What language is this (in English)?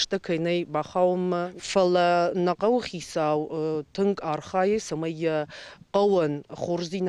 Ossetic